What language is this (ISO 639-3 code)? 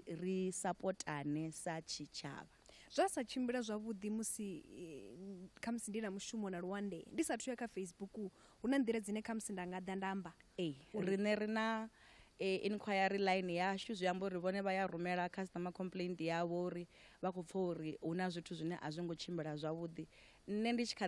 ven